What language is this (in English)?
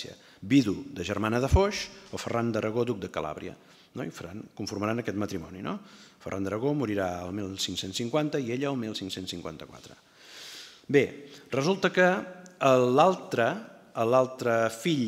Catalan